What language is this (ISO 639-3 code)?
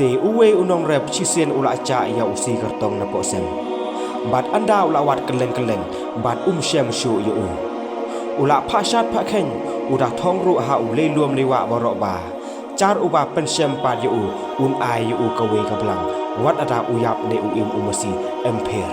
kha